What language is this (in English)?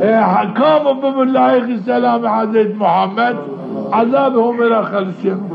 Zaza